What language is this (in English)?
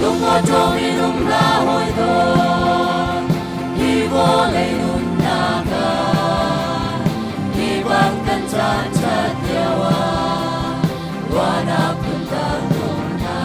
Hakha Chin